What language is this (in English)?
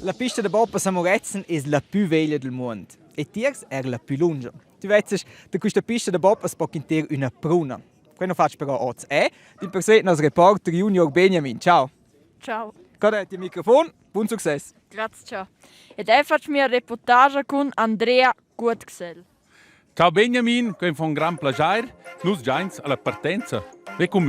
Romansh